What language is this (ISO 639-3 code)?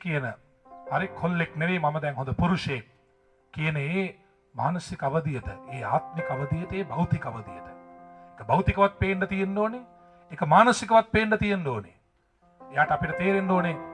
sin